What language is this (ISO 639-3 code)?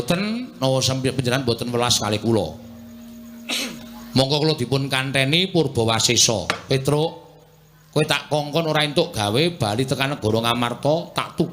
jav